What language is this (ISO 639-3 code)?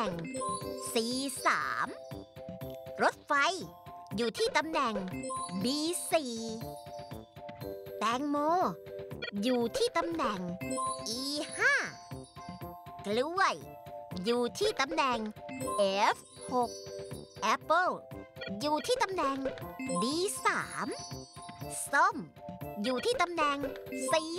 tha